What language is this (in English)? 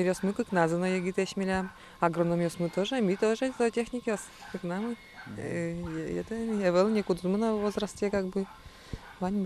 Udmurt